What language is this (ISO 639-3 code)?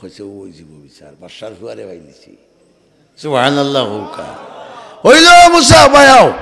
syl